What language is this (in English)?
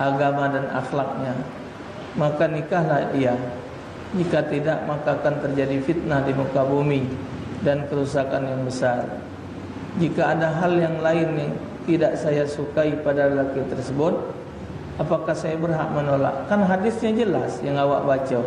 Musi